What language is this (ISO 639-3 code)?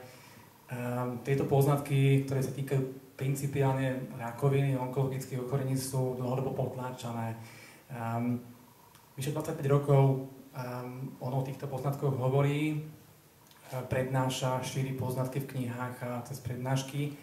slk